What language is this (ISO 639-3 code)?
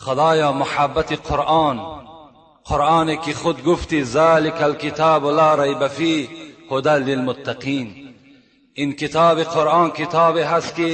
tgk